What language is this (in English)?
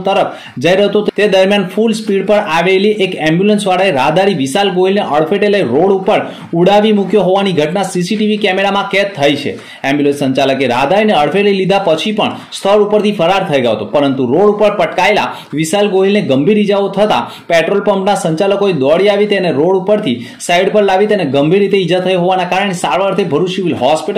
Gujarati